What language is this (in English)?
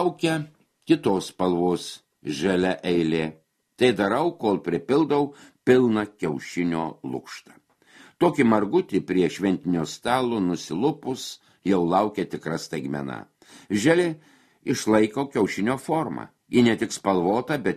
Lithuanian